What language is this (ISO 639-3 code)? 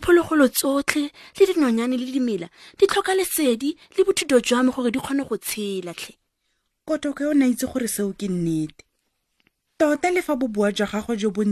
tsn